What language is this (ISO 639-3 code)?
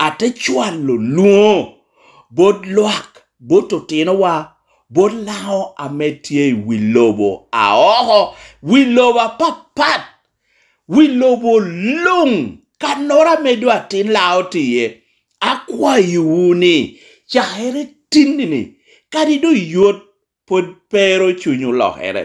laj